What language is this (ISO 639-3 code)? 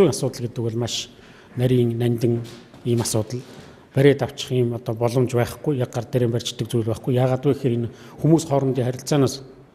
mon